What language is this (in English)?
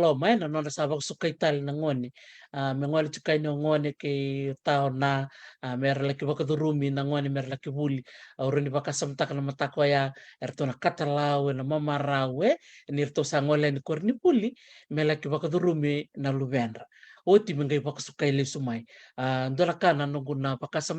Fijian